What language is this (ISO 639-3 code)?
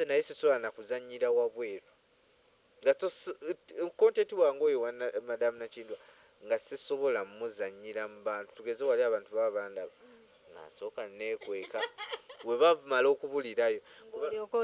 lug